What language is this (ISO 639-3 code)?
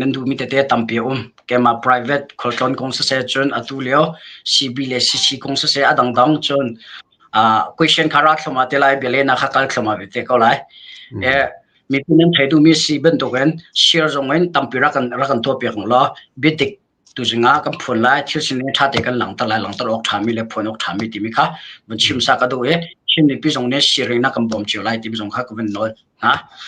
cnh